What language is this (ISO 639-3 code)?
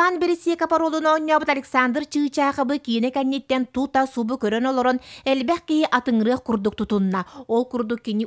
sah